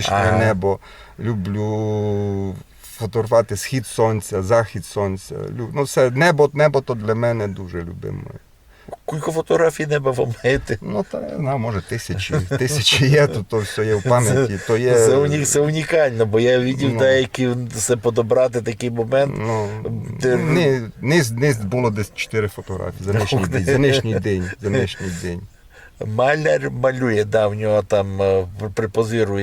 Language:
Rusyn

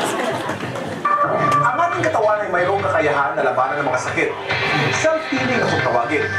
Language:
Filipino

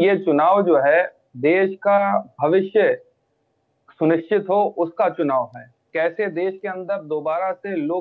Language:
Hindi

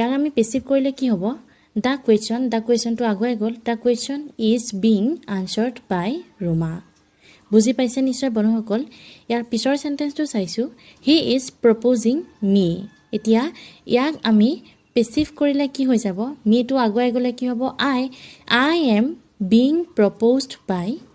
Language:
Assamese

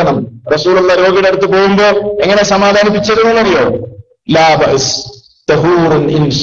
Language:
Malayalam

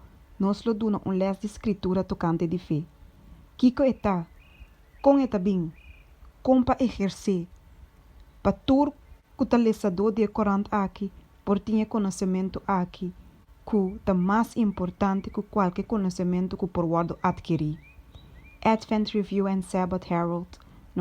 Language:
Papiamento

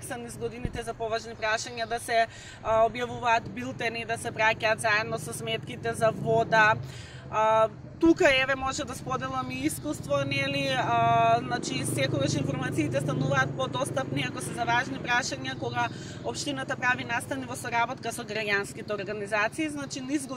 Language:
Macedonian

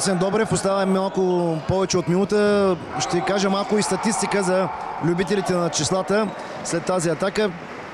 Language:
Bulgarian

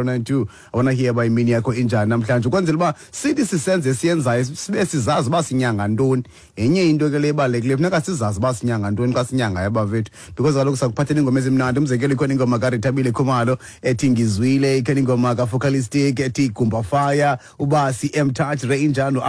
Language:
Xhosa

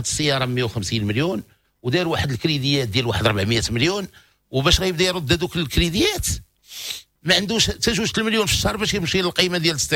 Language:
Moroccan Arabic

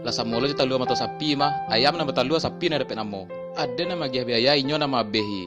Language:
Minangkabau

